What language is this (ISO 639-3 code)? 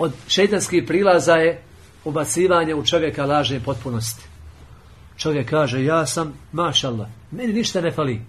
bos